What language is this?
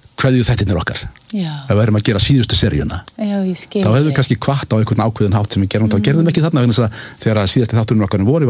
Icelandic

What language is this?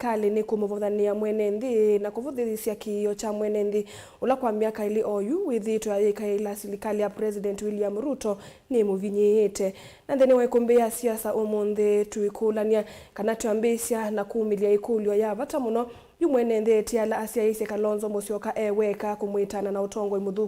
Kamba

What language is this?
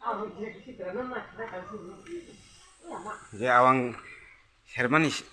Kok Borok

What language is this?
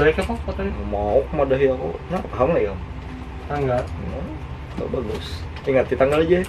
Banjar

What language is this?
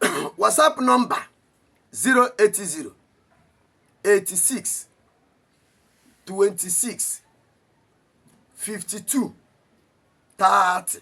Igbo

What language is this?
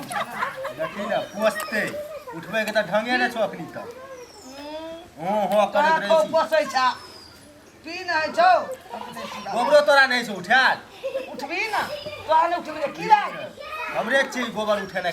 Maithili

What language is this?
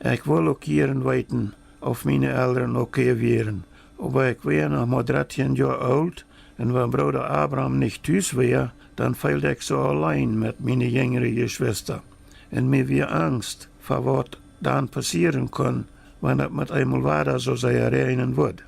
Plautdietsch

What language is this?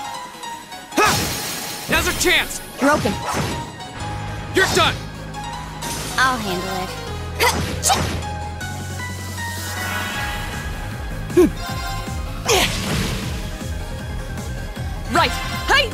English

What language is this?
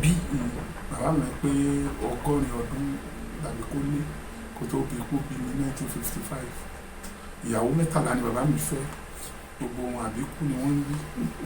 Yoruba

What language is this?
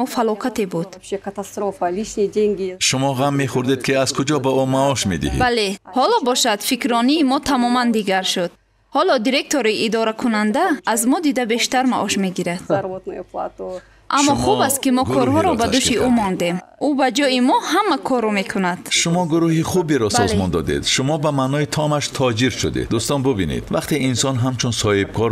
Tajik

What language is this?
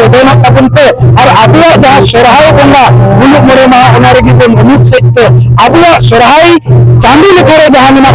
Santali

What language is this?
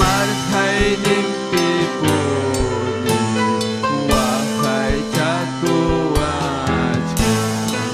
Ayacucho Quechua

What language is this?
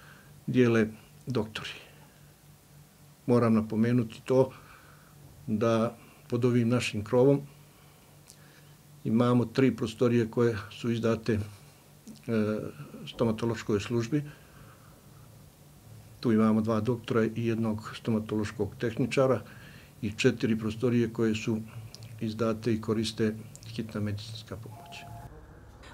Bosnian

